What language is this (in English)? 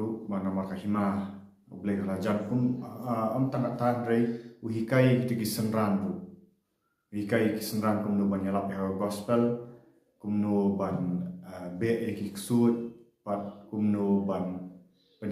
Khasi